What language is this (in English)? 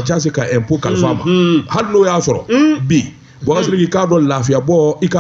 Bambara